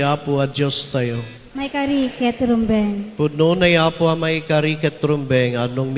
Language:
Iloko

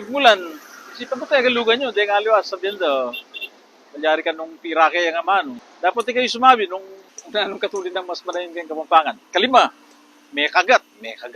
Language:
Pampanga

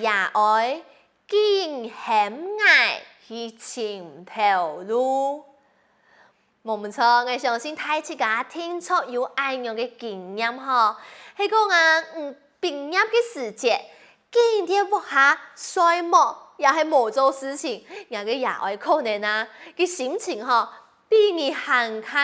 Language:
Hakka Chinese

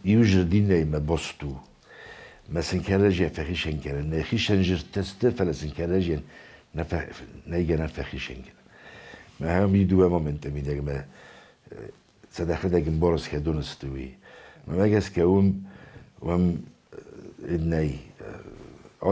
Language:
Ossetic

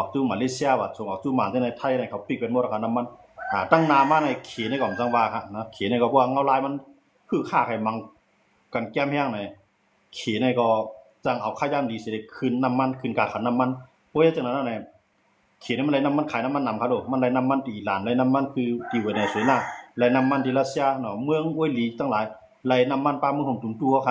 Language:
Shan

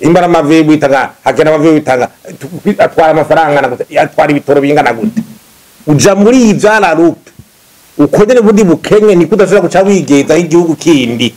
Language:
Rundi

